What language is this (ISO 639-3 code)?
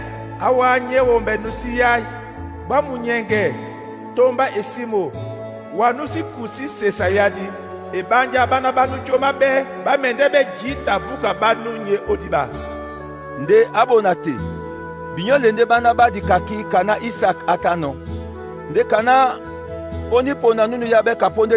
dua